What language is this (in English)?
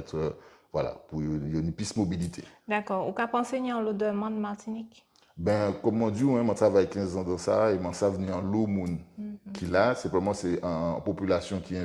Guadeloupean Creole French